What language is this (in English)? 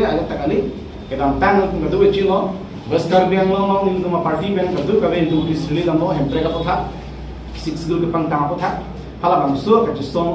Karbi